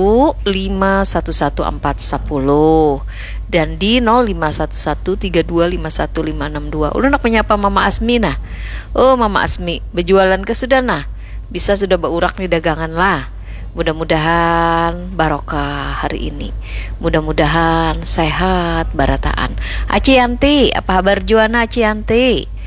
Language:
Banjar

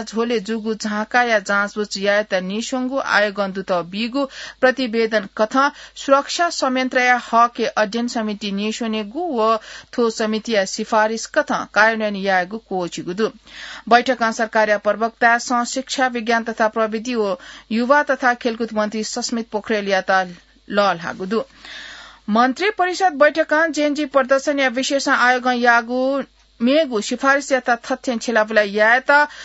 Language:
Newari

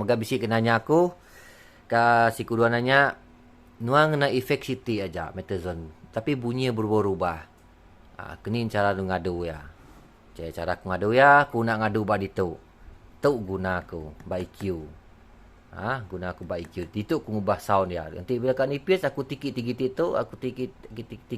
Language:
Iban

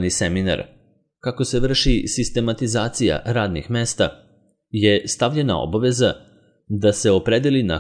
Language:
Serbian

